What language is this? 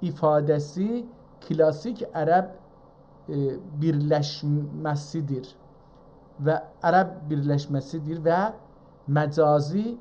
South Azerbaijani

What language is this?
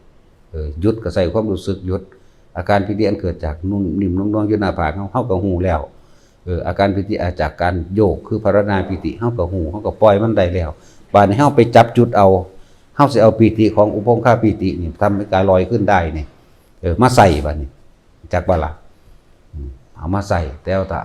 Northeastern Thai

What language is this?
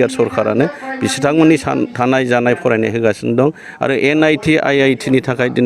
Bodo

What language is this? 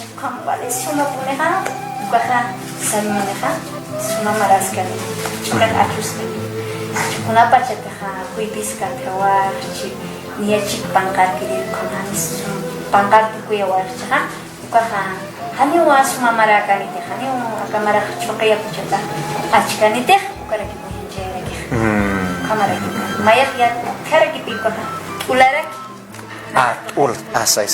Aymara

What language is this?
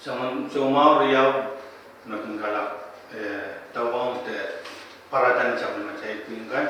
Pohnpeian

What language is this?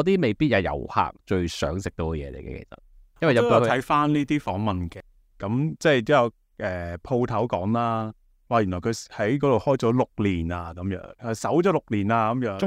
Cantonese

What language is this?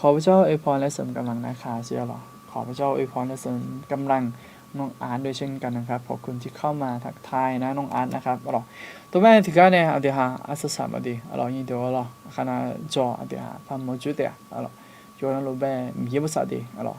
Akha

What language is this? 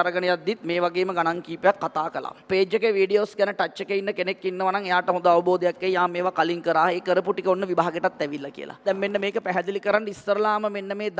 Sinhala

